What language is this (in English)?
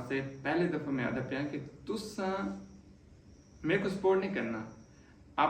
Saraiki